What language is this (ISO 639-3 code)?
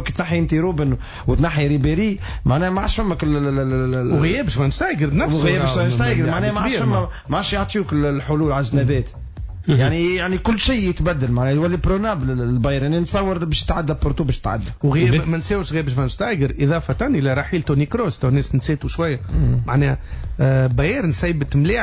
aeb